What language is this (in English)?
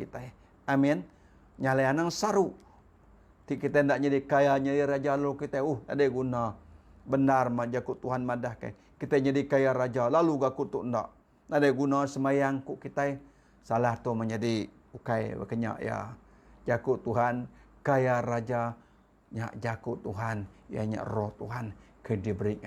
Iban